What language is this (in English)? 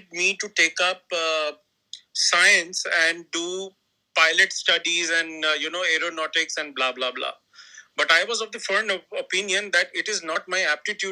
English